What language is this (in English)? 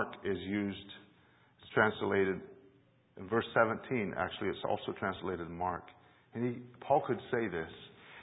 English